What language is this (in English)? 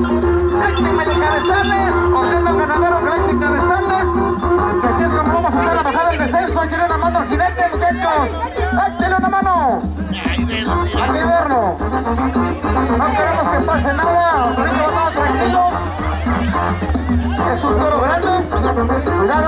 Spanish